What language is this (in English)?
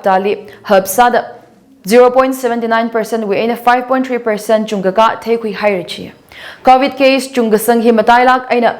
Tangkhul Naga (India)